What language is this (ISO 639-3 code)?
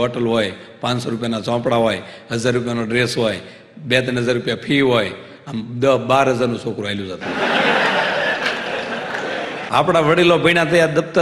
guj